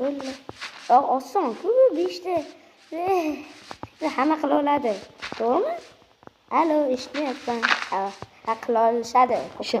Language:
Uzbek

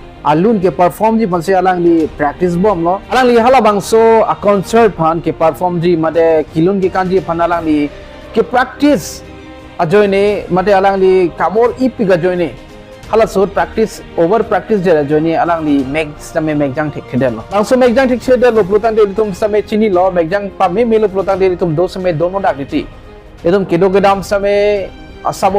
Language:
Karbi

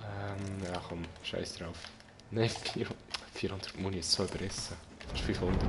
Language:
Swiss German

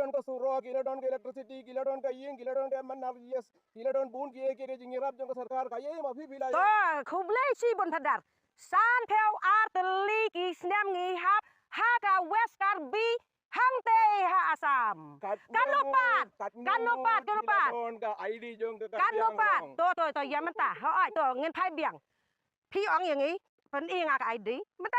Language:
Khasi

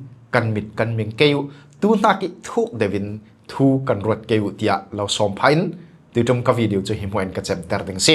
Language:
Falam Chin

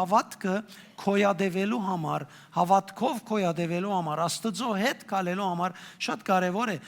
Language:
Western Armenian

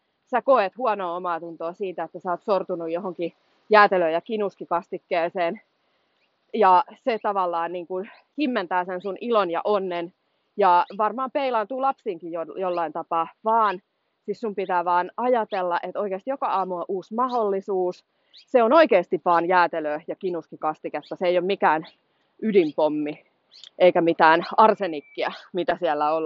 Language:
Finnish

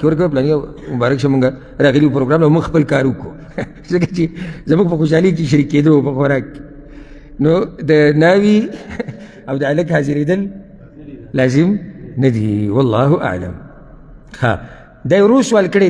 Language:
Pashto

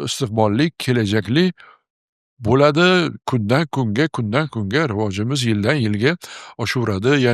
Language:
Uzbek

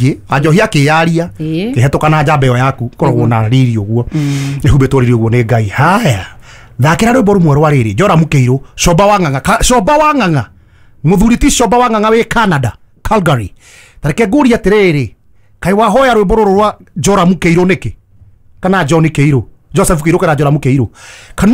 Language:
Kikuyu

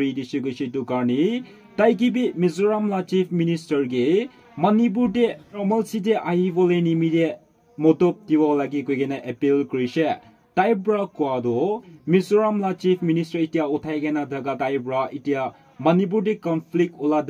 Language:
Naga Pidgin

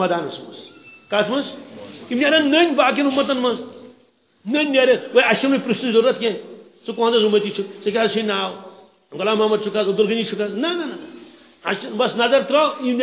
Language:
Kashmiri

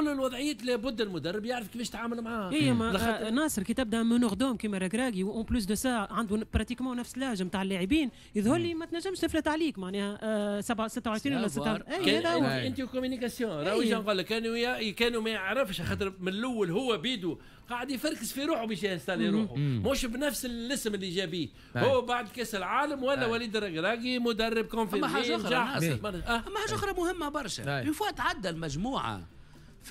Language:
Tunisian Arabic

